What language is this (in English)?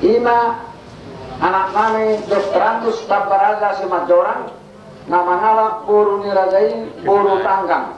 Batak Toba